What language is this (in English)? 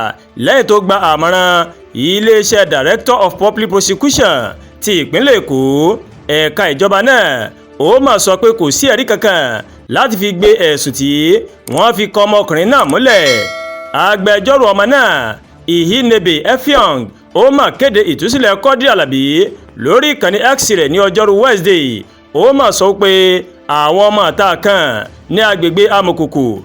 Yoruba